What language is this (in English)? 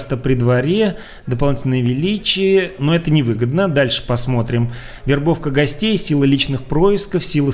Russian